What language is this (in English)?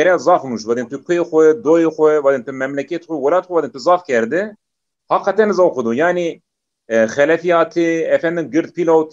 Zaza